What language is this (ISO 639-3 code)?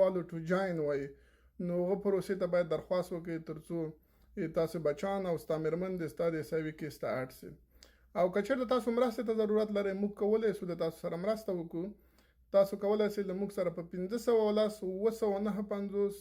pus